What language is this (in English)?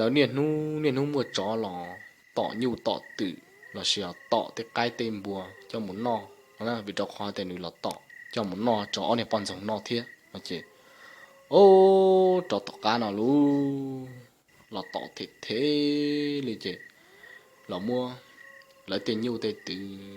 Hmong